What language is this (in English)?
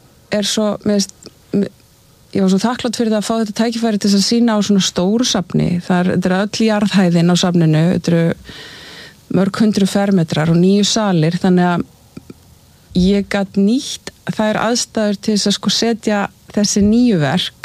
Icelandic